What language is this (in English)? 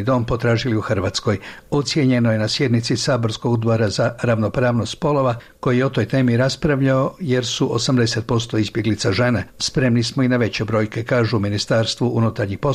Croatian